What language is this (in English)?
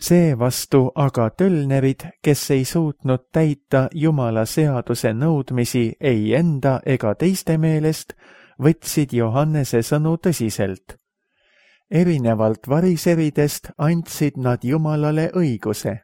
Estonian